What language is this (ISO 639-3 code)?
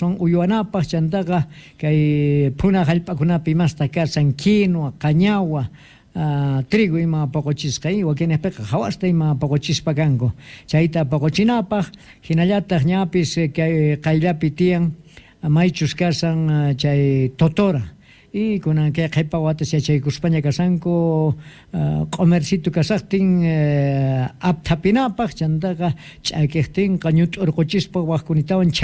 que